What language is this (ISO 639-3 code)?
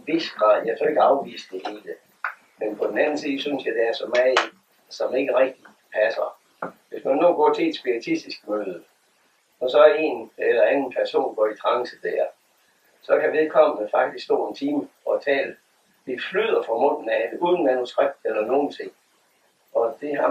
dan